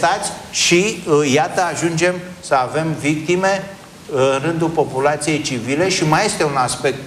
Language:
Romanian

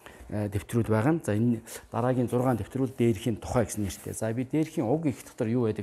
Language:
Mongolian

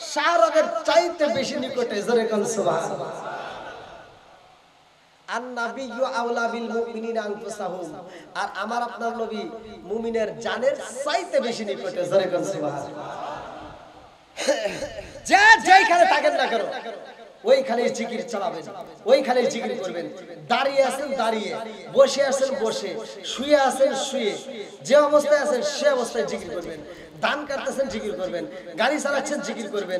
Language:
Bangla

